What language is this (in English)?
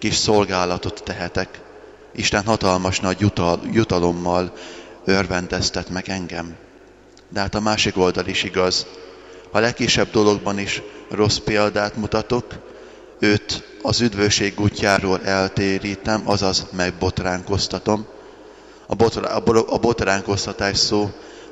Hungarian